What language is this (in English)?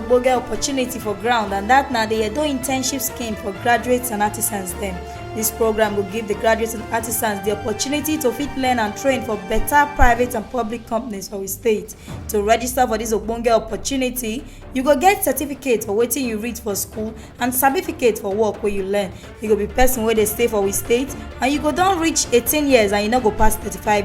Nigerian Pidgin